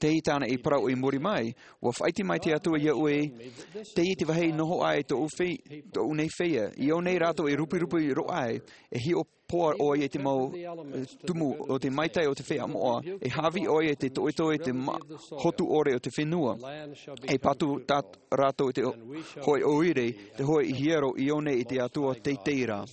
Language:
Tahitian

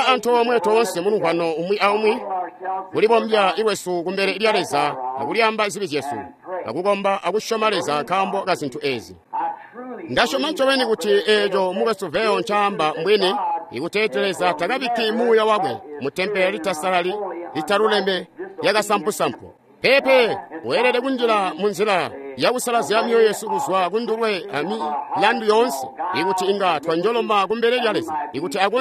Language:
Tonga (Zambia)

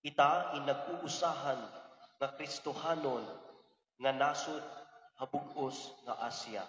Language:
Waray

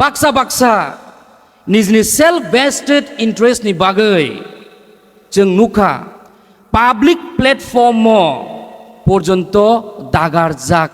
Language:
Kok Borok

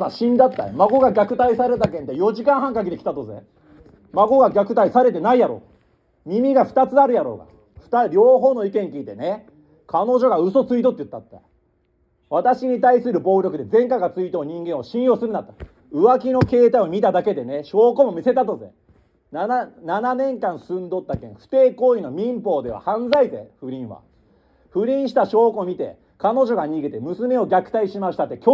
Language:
Japanese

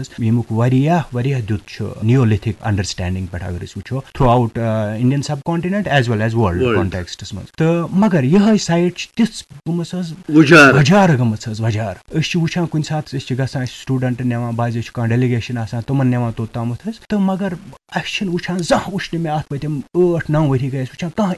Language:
Kashmiri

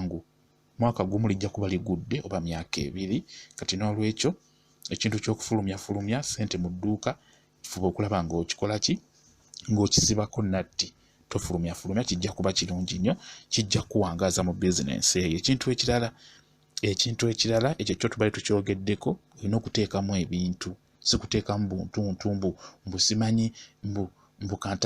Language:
Ganda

